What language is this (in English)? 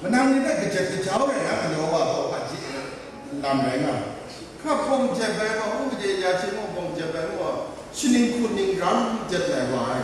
Kachin